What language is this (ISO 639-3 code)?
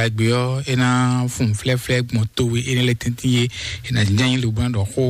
fon